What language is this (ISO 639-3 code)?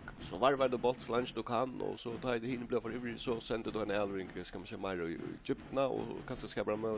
fao